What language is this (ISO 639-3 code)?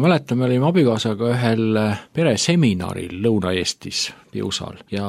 est